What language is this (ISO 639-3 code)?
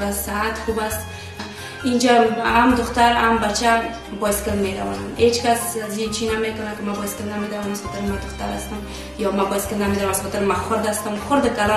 fas